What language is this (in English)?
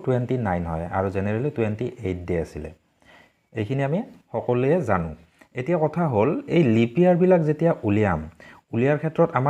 Assamese